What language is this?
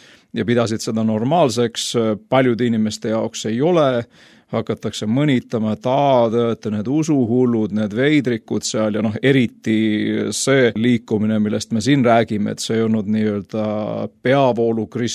Estonian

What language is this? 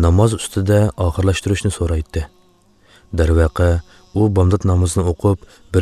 Uyghur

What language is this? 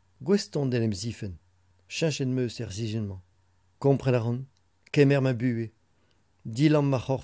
Breton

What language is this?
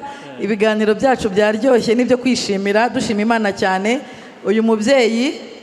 Kinyarwanda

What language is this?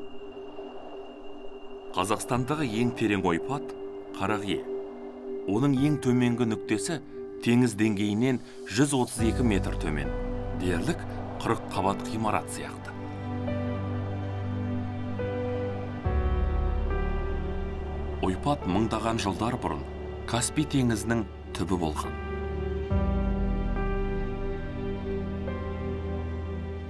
Kazakh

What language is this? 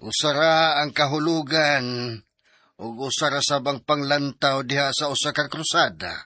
Cebuano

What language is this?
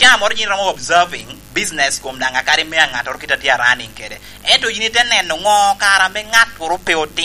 Lango (Uganda)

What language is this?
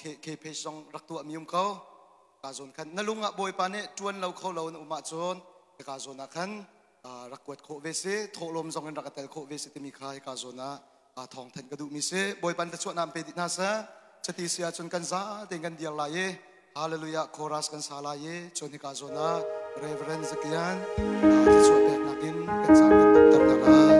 Hakha Chin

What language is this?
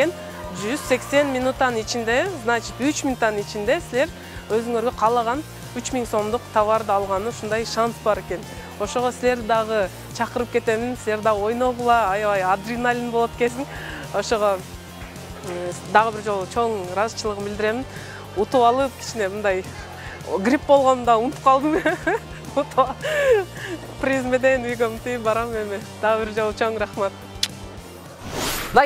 Kyrgyz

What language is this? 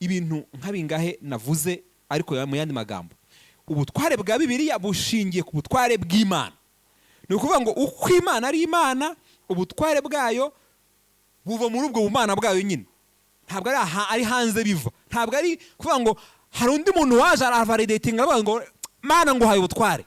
Kinyarwanda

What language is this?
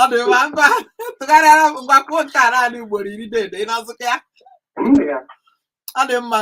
Igbo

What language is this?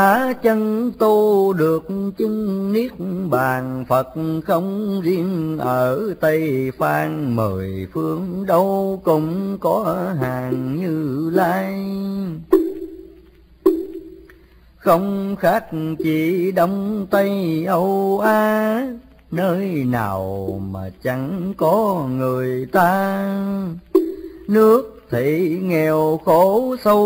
Vietnamese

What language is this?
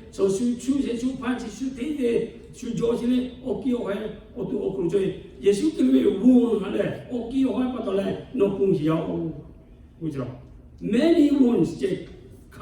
Lahu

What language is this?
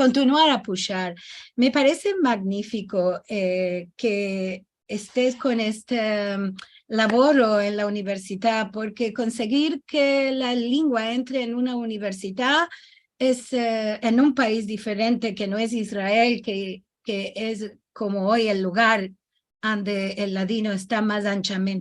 Ladino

